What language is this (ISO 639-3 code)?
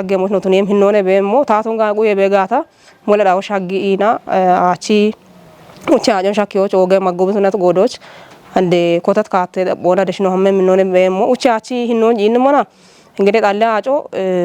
kbr